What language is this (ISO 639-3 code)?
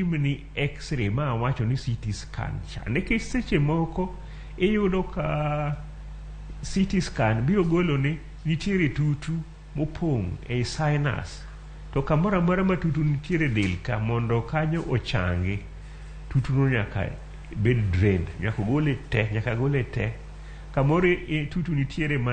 luo